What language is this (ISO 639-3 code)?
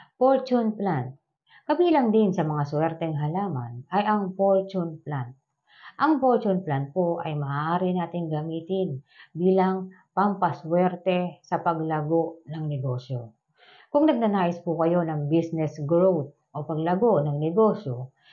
fil